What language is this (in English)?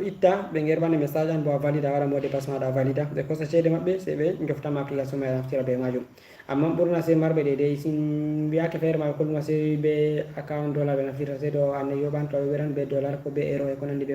Fula